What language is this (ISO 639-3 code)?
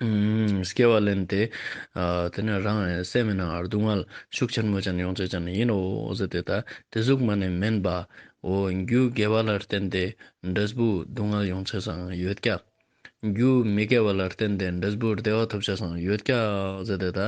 lbj